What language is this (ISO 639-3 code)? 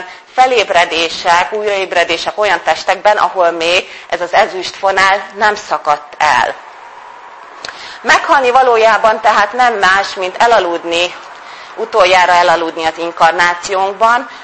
hun